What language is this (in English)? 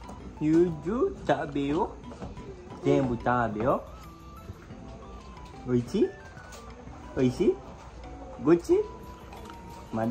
Japanese